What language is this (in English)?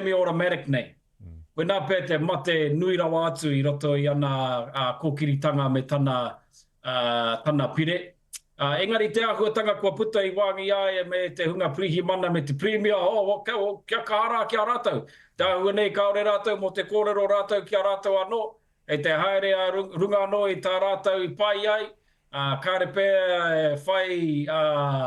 Māori